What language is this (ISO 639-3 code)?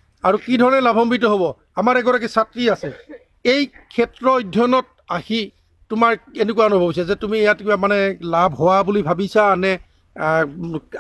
asm